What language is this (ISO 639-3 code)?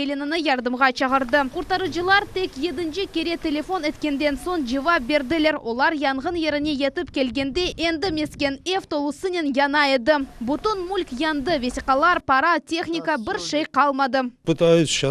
crh